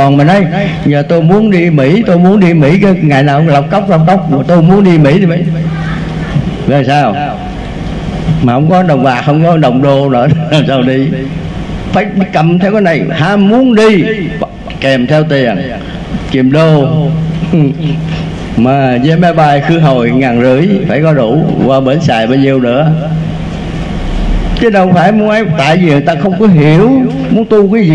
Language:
Vietnamese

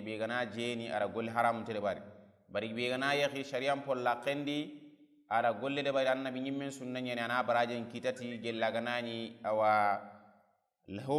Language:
Soninke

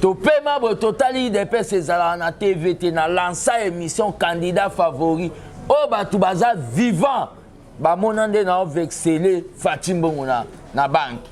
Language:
Lingala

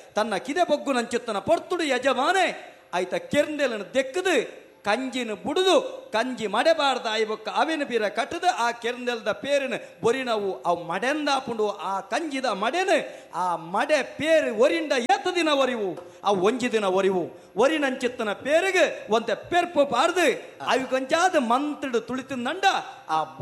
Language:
Tulu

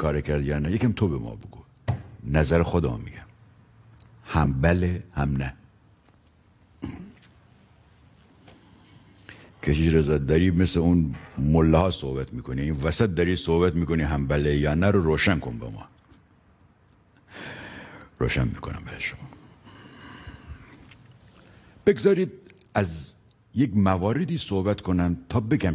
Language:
Persian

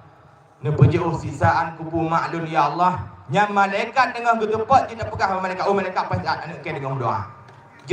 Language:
Achinese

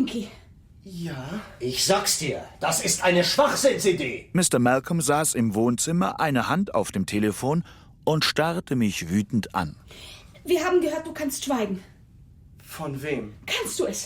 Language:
Swiss German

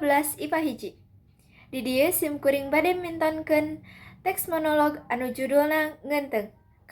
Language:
Sundanese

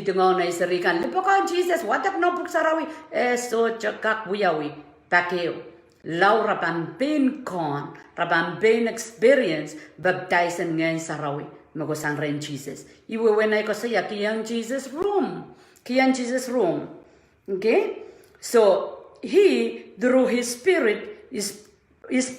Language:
Pohnpeian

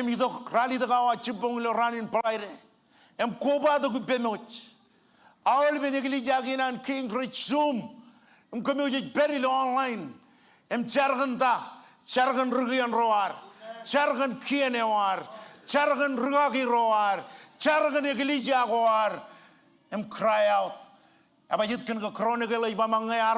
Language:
Marshallese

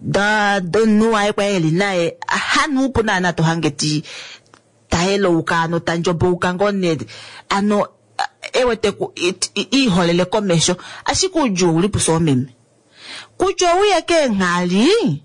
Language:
Kuanyama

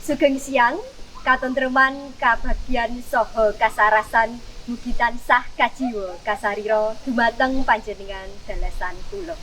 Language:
Javanese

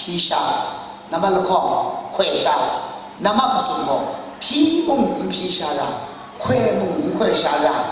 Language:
Kachin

